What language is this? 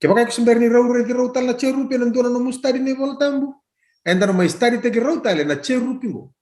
Fijian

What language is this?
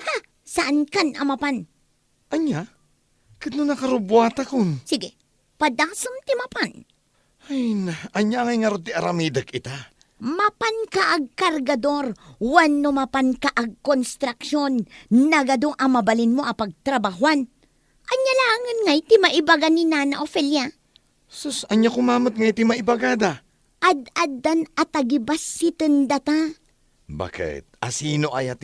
Iloko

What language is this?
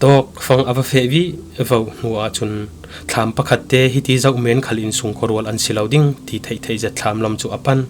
Falam Chin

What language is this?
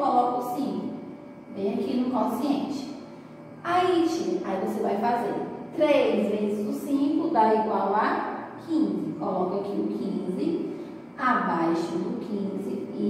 Portuguese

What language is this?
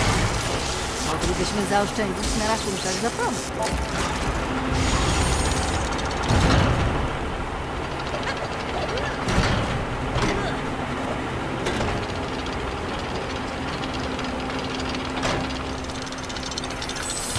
Polish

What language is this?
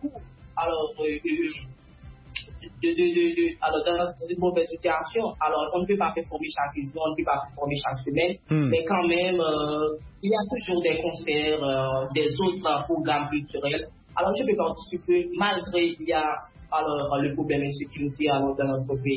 French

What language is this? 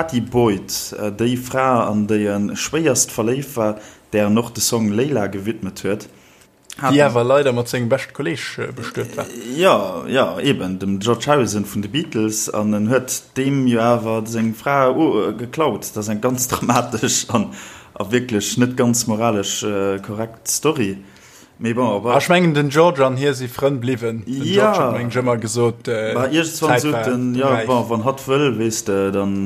Luxembourgish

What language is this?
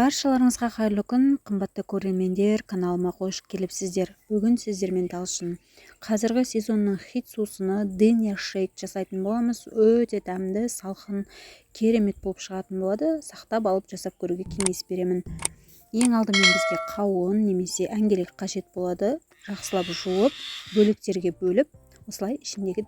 Kazakh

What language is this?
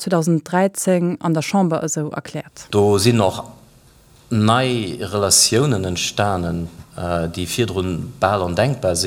Luxembourgish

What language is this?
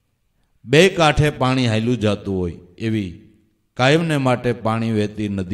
Gujarati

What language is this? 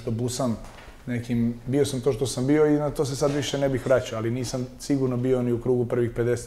Serbian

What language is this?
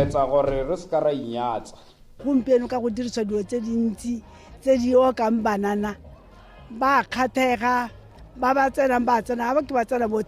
Tswana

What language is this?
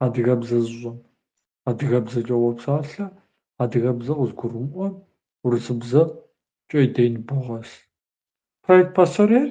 Kabardian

